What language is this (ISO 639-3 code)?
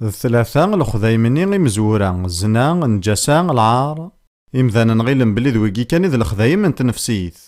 kab